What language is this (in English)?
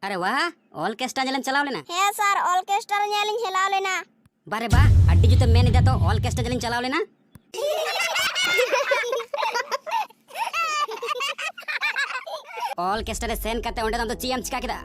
Santali